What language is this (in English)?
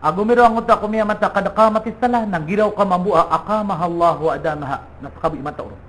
Maranao